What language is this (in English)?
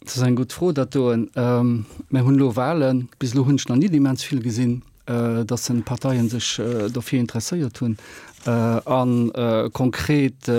Luxembourgish